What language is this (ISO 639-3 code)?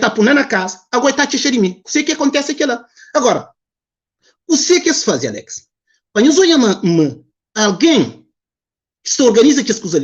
kea